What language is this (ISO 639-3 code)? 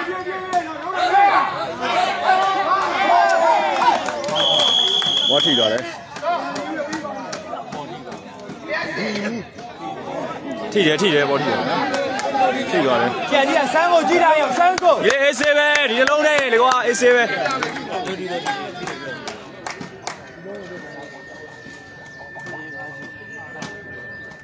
mya